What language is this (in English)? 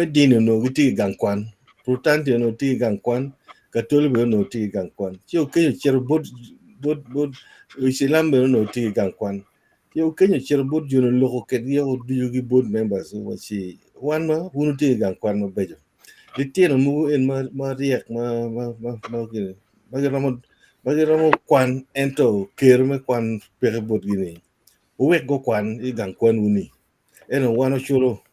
Acoli